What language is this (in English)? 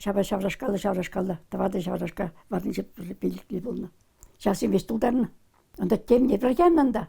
Chuvash